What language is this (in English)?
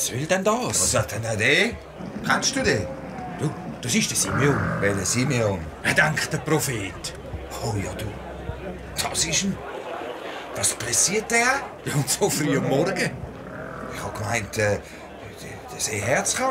Swiss German